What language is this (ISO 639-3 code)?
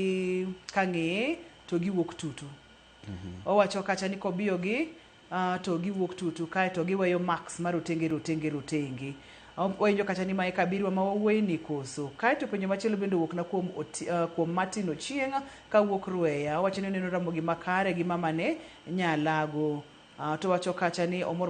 luo